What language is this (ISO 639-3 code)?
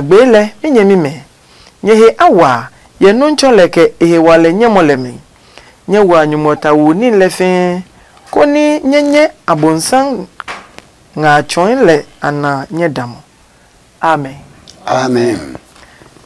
ada